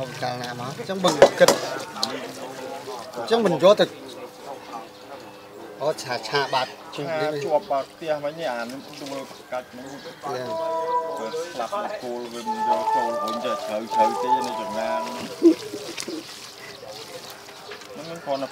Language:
Vietnamese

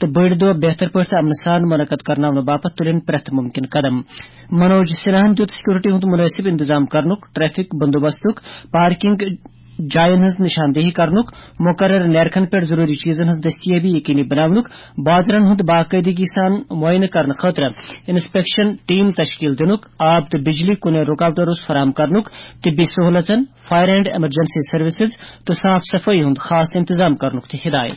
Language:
Kashmiri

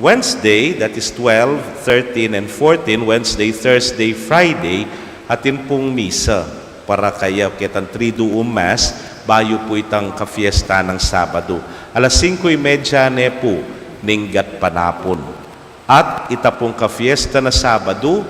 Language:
Pampanga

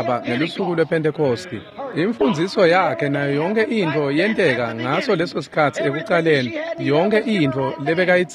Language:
Swati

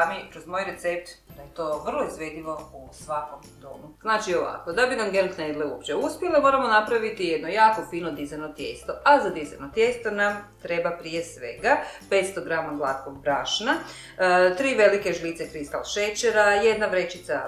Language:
Croatian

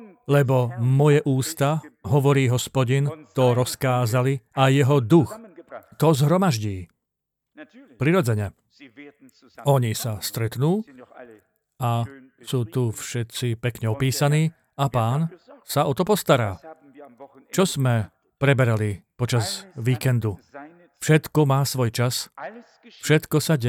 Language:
Slovak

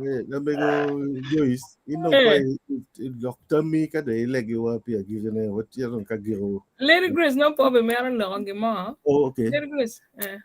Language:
Acoli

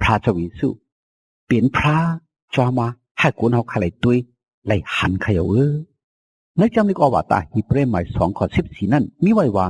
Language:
Shan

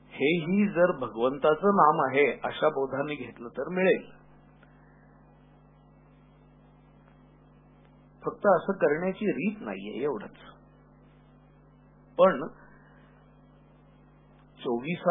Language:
Marathi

